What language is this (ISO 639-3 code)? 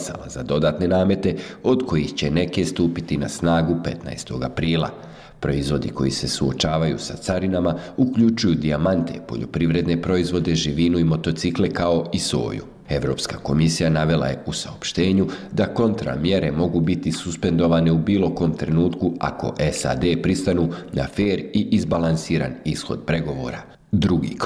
bos